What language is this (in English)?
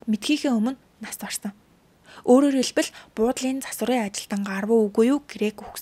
Mongolian